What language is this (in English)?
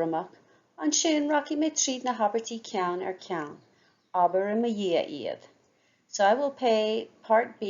Irish